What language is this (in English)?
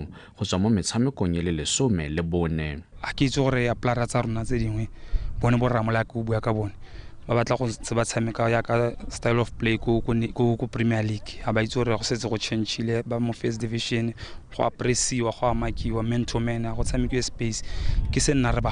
Tswana